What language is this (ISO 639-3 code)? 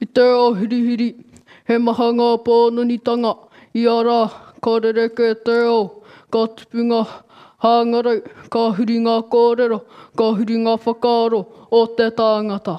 mri